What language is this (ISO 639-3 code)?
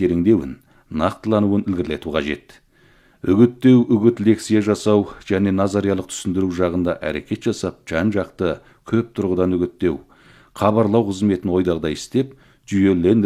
kaz